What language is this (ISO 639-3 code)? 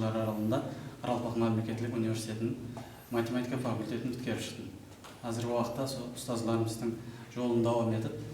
kaa